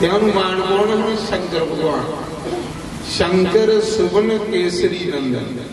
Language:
Dogri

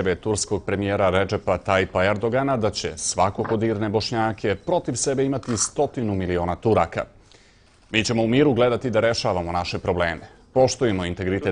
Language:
Bosnian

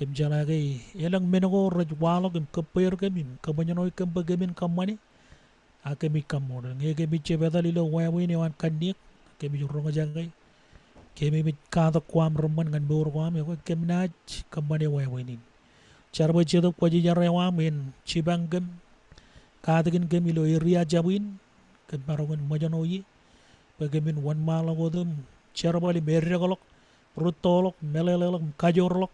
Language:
Marshallese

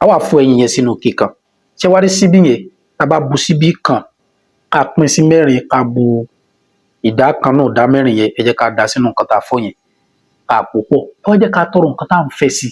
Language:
Yoruba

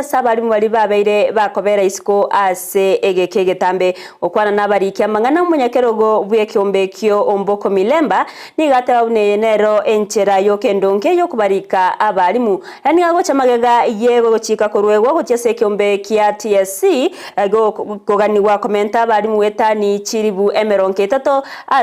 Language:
Gusii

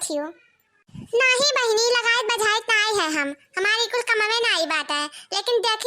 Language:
Awadhi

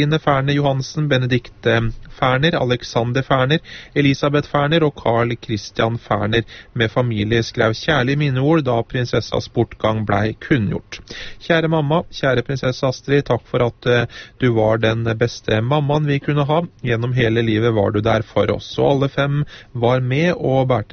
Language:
Norwegian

